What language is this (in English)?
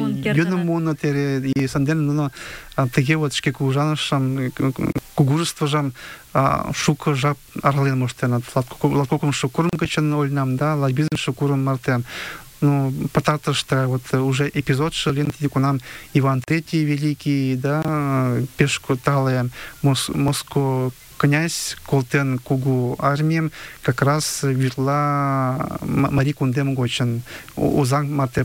Mari